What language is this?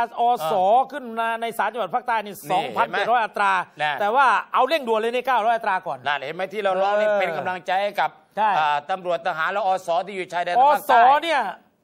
Thai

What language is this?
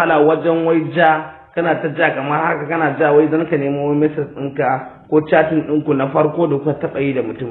Hausa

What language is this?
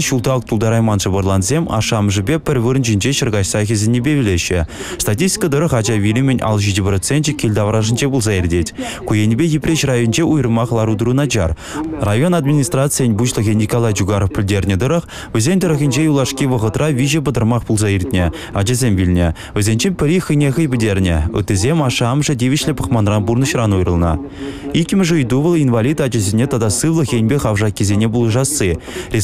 Chuvash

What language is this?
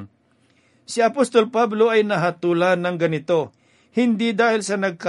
Filipino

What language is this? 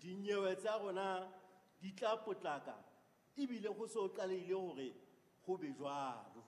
Southern Sotho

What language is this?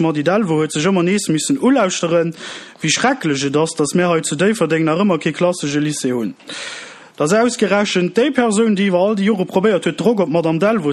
Luxembourgish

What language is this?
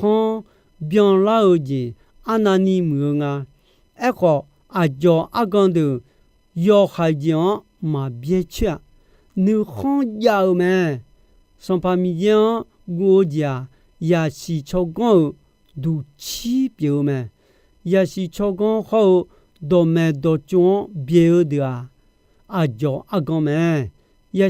Akha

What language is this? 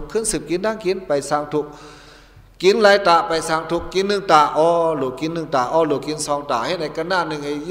Shan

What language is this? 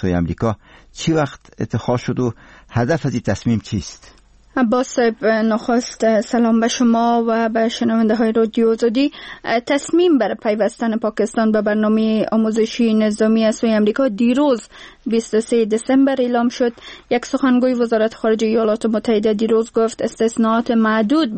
Persian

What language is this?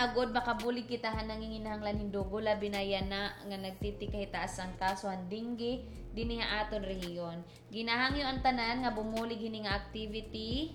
Waray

